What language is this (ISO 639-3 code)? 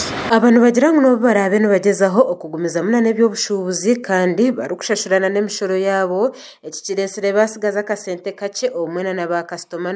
nyn